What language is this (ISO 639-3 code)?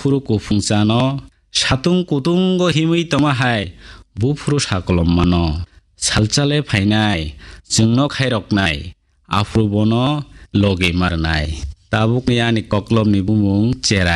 trp